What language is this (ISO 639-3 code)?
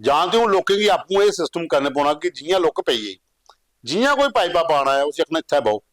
doi